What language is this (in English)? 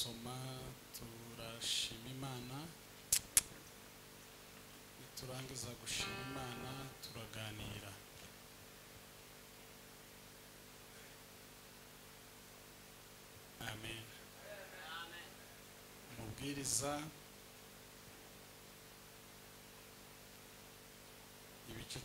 Kinyarwanda